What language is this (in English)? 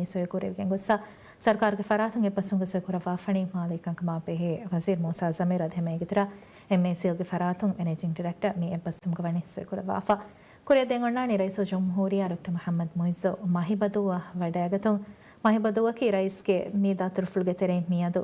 Divehi